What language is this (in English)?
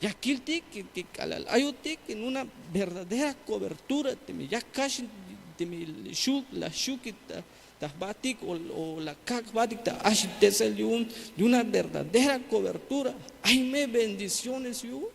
Tzeltal